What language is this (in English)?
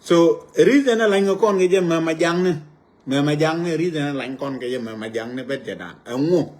Nuer